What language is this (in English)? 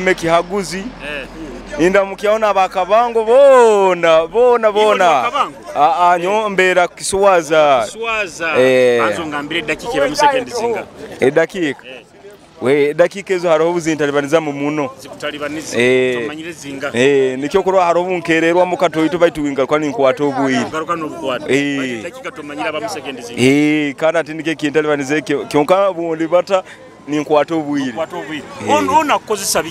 Nyoro